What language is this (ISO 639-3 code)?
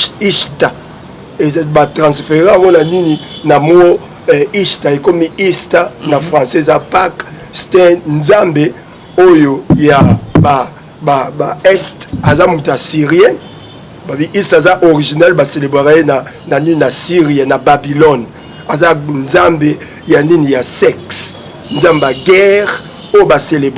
lin